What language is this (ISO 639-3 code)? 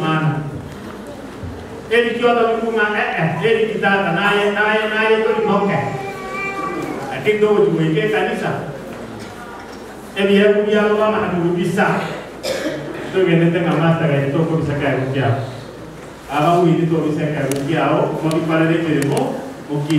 swa